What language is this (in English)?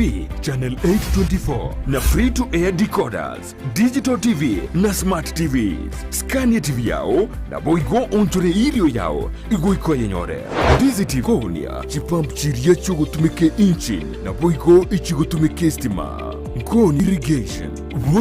Gusii